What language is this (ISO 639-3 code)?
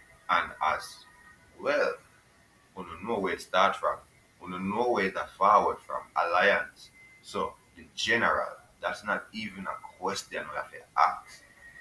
jam